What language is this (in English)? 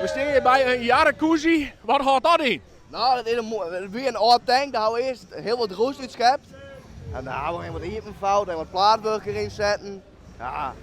Western Frisian